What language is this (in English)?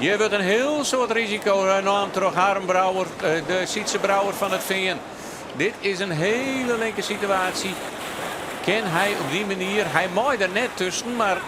Western Frisian